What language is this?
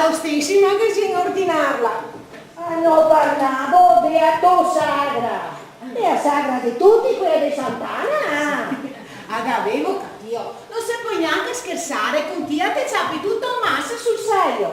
Venetian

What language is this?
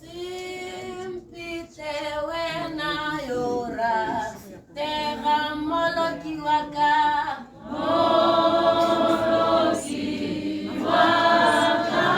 Tswana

